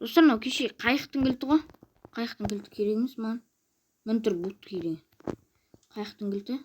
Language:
Kazakh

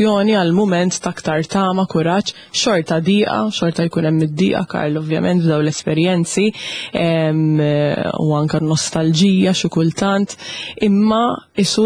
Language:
Maltese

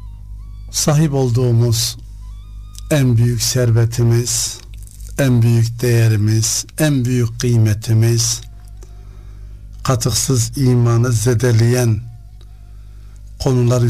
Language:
Turkish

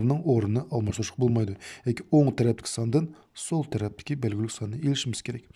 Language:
Uyghur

